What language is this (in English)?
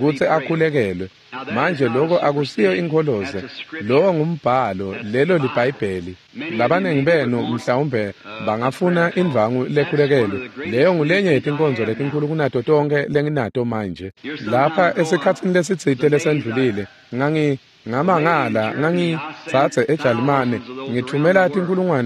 Swati